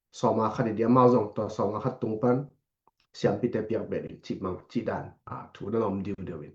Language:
Tedim Chin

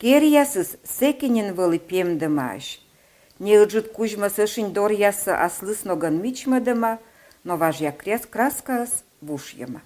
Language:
Komi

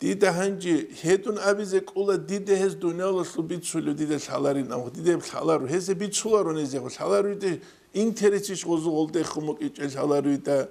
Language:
Avaric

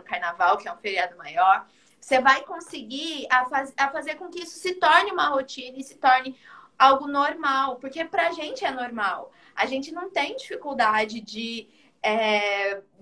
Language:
Portuguese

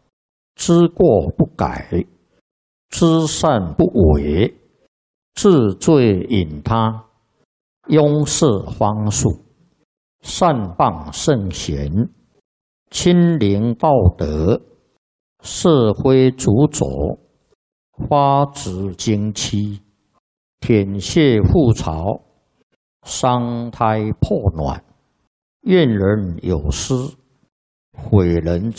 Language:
Chinese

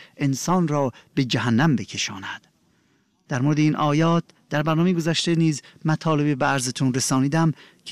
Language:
Persian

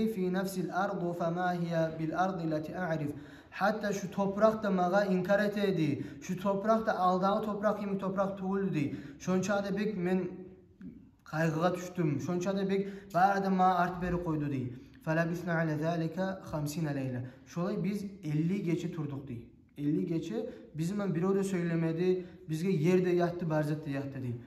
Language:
Kumyk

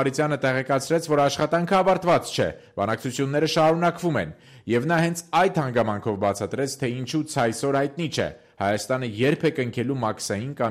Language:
Armenian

